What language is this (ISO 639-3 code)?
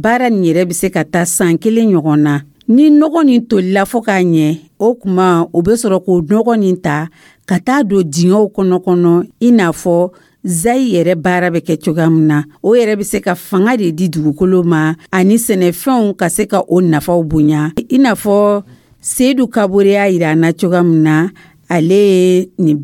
dyu